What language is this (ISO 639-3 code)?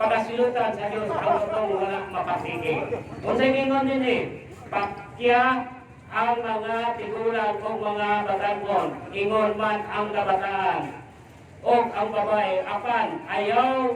ceb